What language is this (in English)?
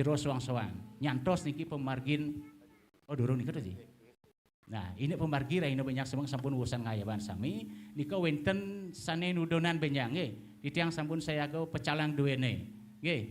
Balinese